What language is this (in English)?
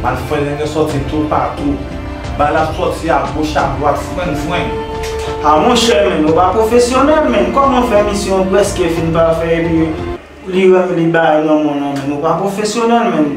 Haitian Creole